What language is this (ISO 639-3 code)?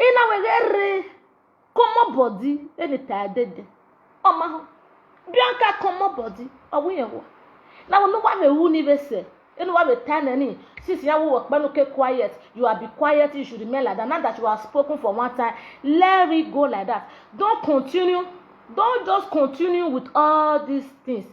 pcm